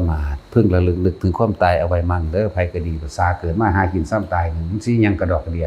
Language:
Northeastern Thai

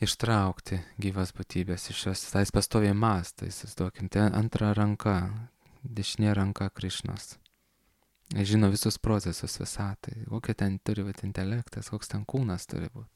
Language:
Lithuanian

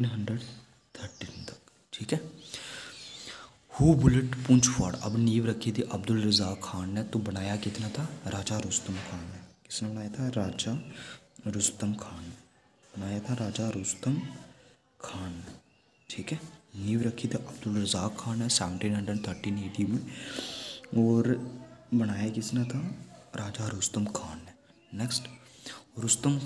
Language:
Hindi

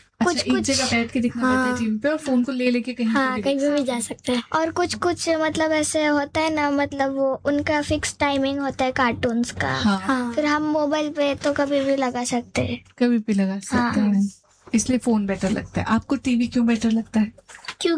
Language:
Hindi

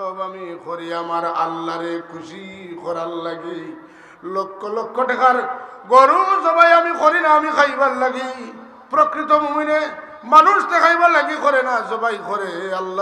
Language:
Sylheti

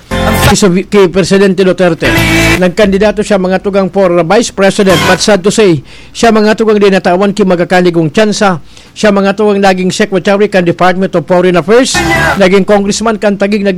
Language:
Bikol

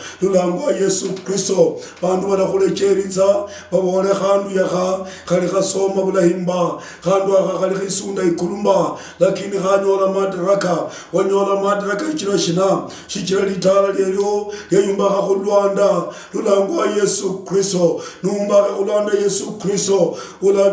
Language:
Luyia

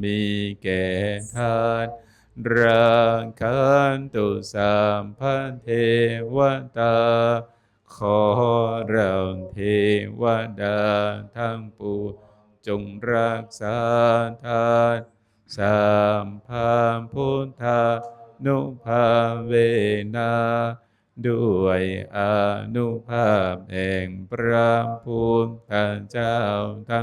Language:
Northeastern Thai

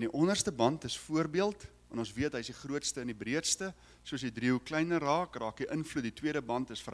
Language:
Afrikaans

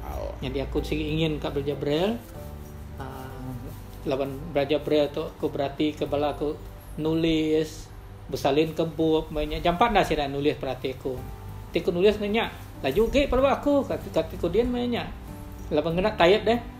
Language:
Iban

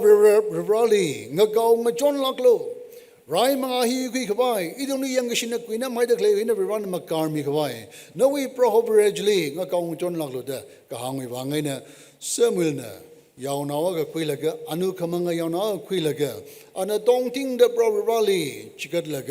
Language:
Tangkhul Naga (India)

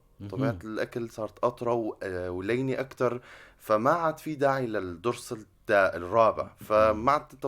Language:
North Levantine Arabic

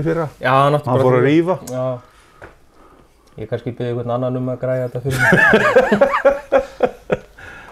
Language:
Icelandic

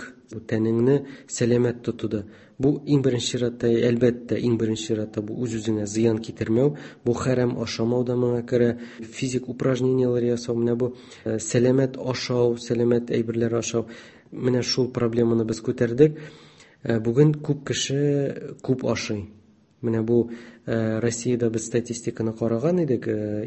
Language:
Tatar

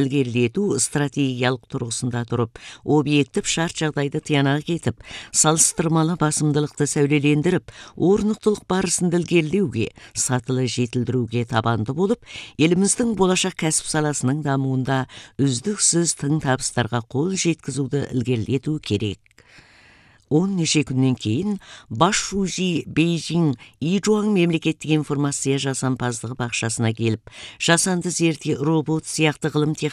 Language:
Kazakh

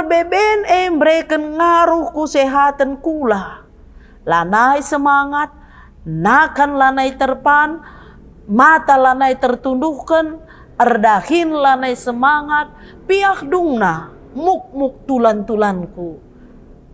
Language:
Batak Karo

